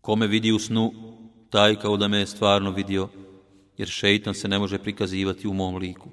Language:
Bosnian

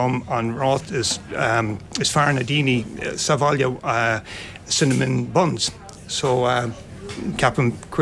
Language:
Irish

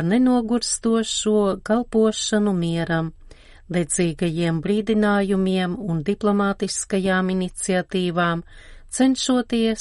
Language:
Latvian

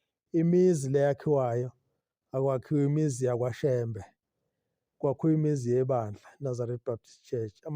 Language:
Zulu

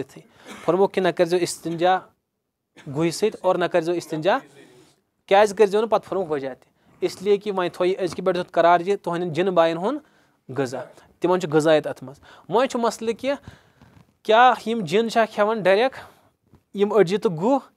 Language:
Kashmiri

